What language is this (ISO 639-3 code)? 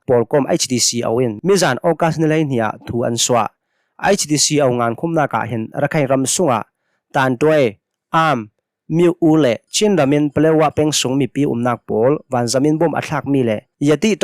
cnh